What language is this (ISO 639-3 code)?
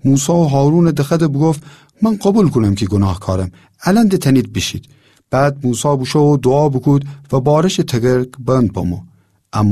glk